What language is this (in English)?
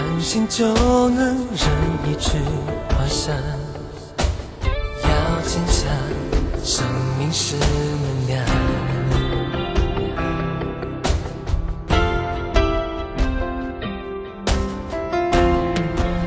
Chinese